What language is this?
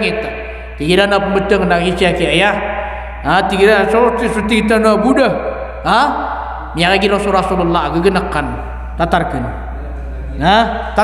Maranao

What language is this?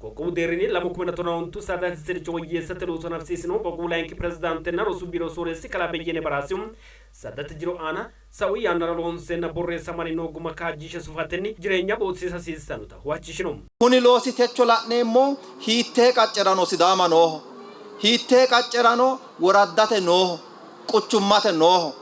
Sidamo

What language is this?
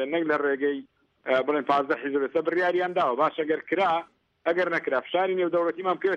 Central Kurdish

